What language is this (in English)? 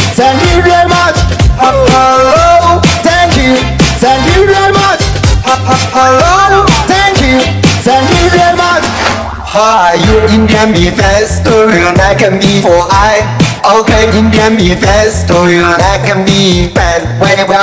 English